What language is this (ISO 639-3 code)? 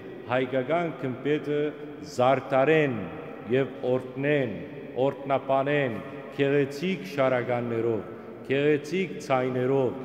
hyw